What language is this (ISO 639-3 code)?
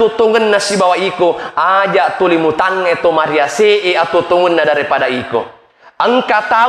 bug